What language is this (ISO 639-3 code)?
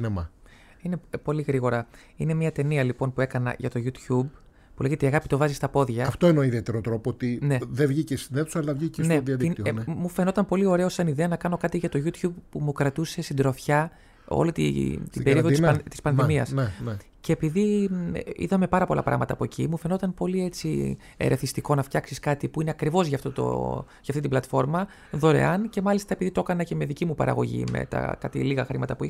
ell